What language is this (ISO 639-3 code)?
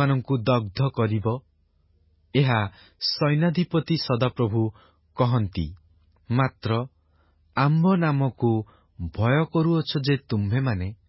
ori